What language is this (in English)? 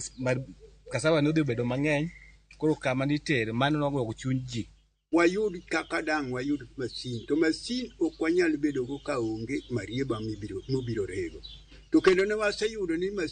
Luo (Kenya and Tanzania)